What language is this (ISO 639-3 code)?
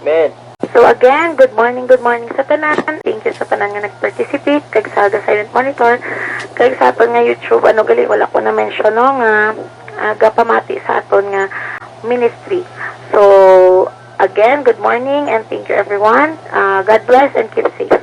hil